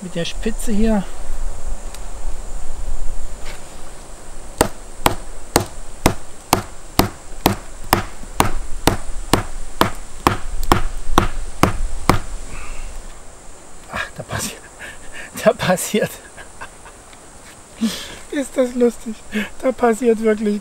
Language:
German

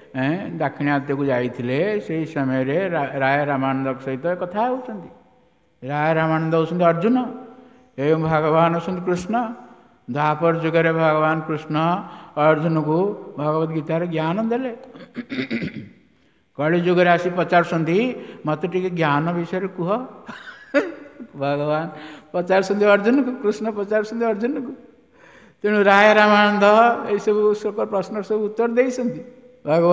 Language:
Odia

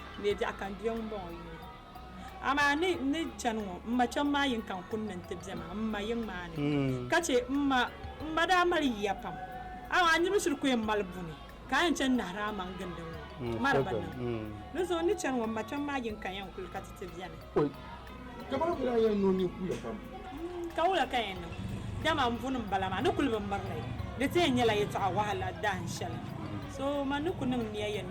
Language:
Dagbani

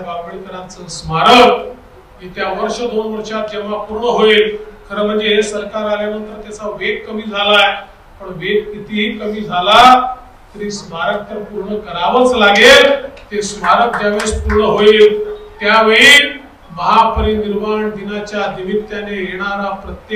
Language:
Marathi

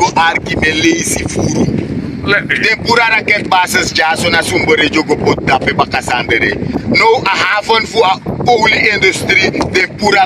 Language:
Sranan Tongo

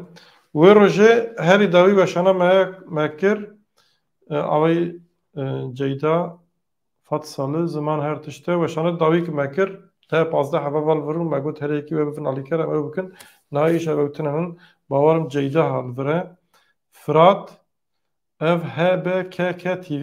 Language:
Kurdish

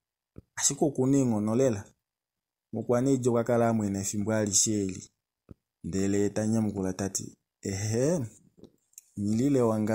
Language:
Kuanyama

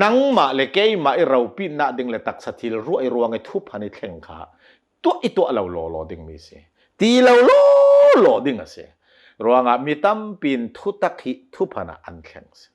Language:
Hakha Chin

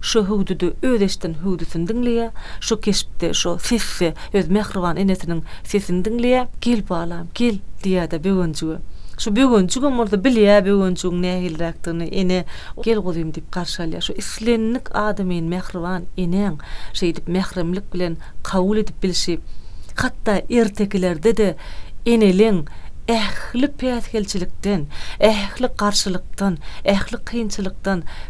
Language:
Turkmen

